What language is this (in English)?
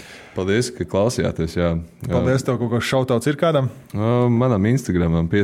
Latvian